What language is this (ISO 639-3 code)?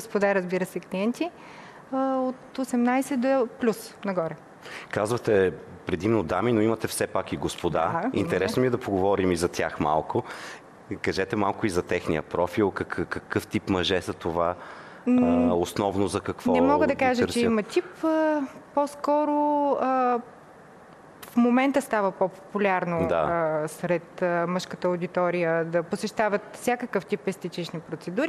bul